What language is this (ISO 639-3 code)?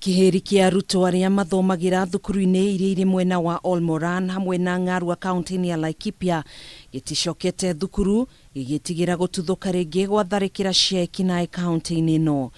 kik